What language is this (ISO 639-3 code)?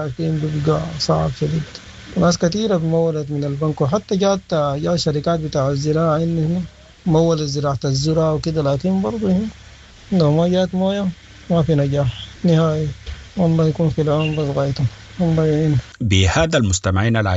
apd